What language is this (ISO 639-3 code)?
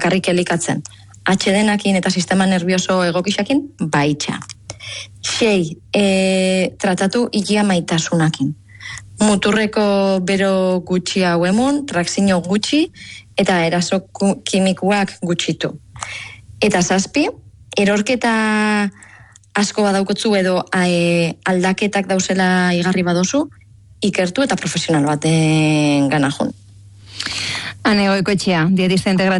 eus